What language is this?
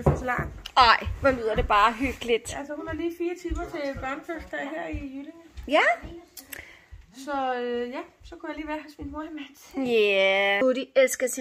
Danish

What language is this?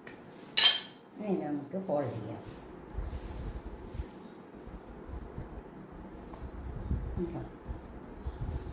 Malayalam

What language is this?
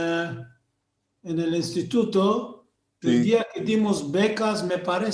Ladino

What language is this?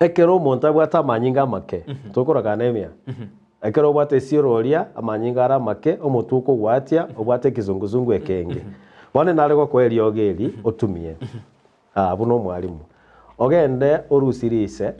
Gusii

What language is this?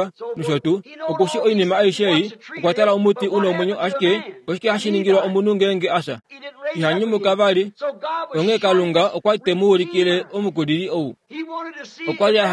Kuanyama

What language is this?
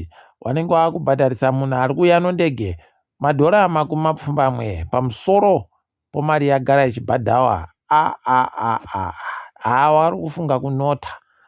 Ndau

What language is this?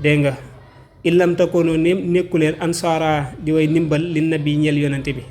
Wolof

